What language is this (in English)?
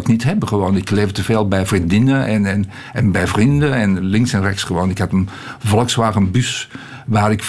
Dutch